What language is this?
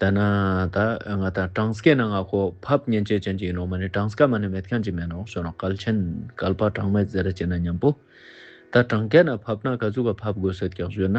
Ladakhi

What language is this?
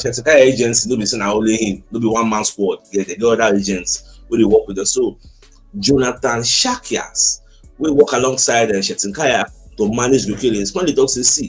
Nigerian Pidgin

